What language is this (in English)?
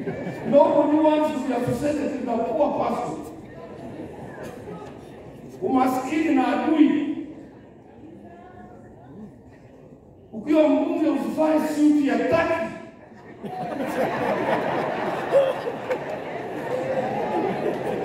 Swahili